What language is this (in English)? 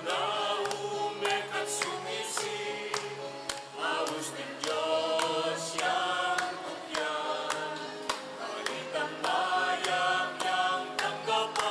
Pampanga